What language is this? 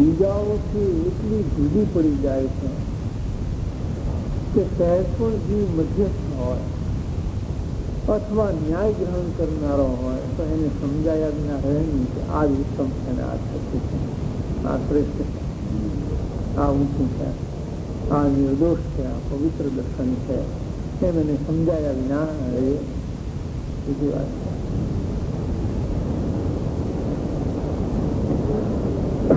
Gujarati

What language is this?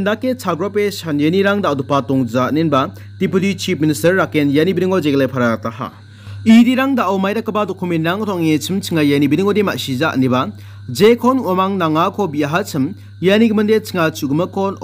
Garo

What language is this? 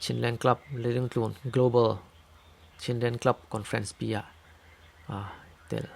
Falam Chin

